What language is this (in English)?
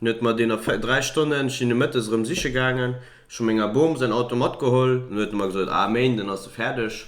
Luxembourgish